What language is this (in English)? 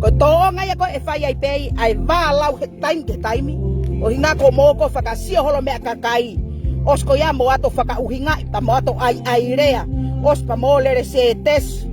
Tongan